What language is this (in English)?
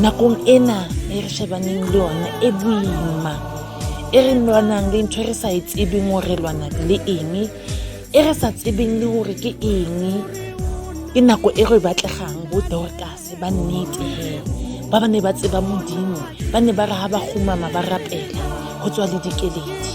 Southern Sotho